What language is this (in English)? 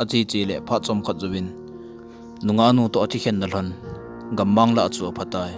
Thado Chin